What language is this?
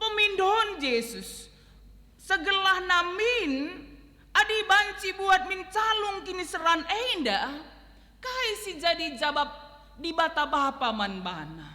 Batak Karo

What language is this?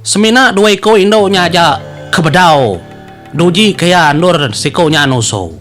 Iban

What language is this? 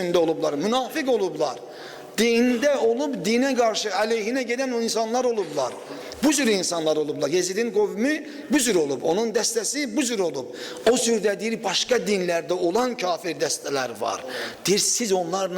Azerbaijani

